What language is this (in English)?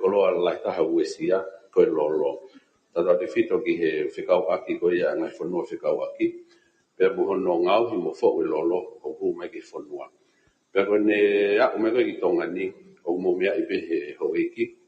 Tongan